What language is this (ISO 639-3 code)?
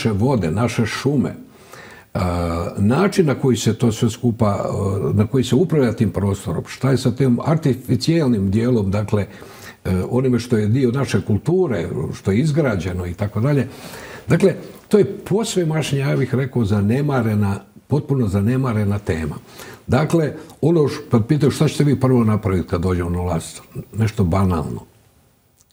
hrv